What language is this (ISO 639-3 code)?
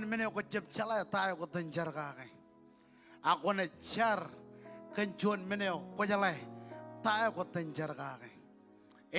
mah